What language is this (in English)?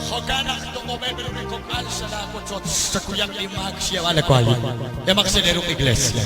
Kekchí